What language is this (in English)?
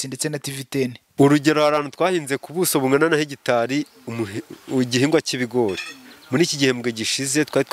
Kinyarwanda